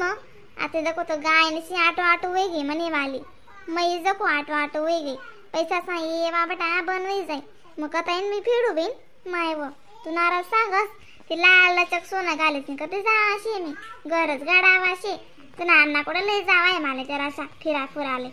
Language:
Khandesi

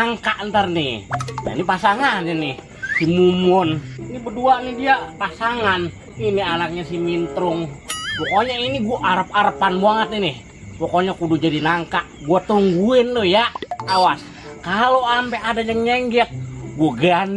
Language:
Betawi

